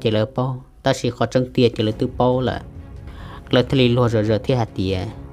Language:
Hmong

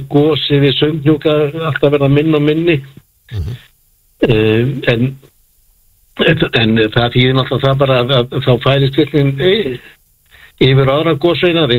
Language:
Icelandic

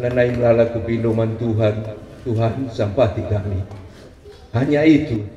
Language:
Batak Karo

